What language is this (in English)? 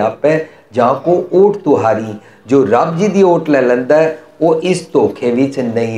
Punjabi